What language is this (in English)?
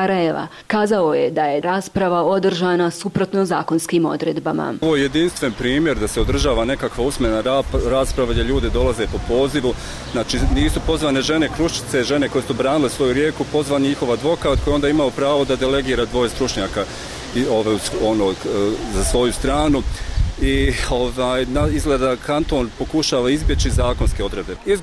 Bosnian